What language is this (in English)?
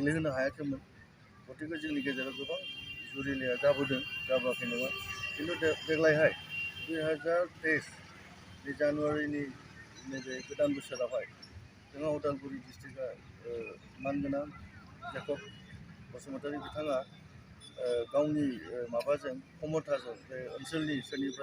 Bodo